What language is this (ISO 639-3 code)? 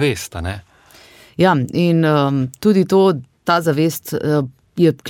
slv